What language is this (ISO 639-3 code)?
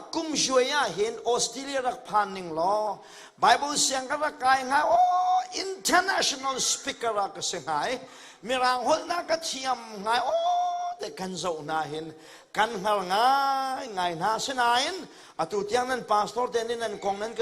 cnh